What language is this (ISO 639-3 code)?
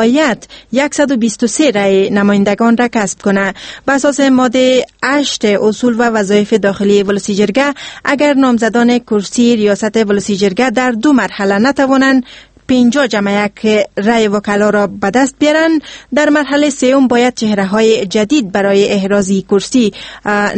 fas